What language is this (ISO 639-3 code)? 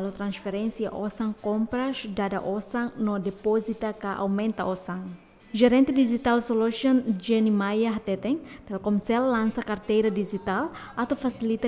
tet